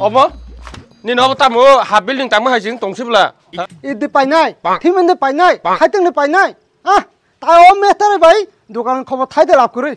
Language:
Kok Borok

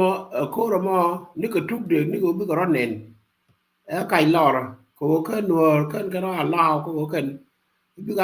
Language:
Nuer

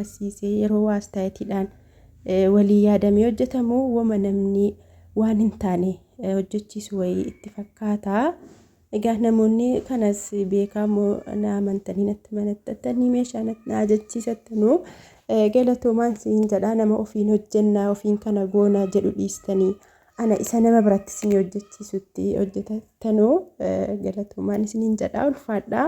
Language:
Oromo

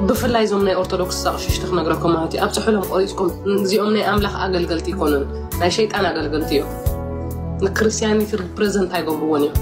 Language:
Tigrinya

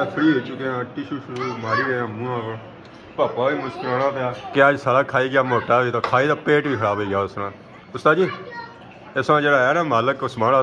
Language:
Pahari-Potwari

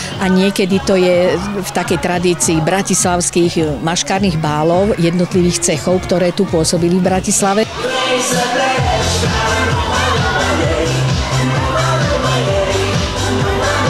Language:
Slovak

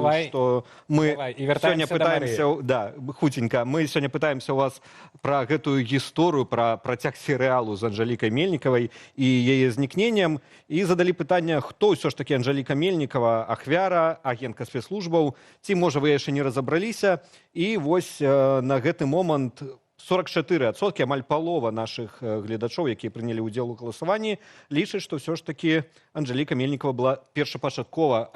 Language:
Belarusian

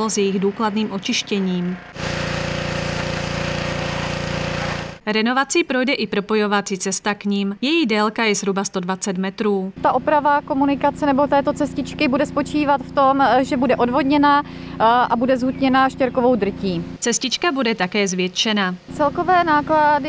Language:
Czech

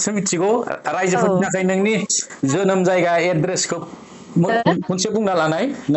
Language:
Bodo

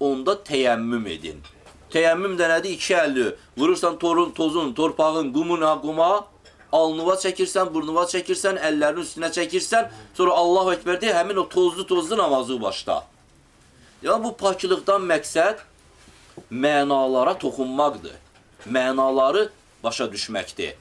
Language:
Azerbaijani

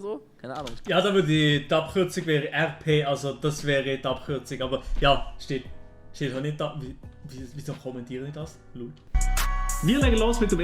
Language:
Swiss German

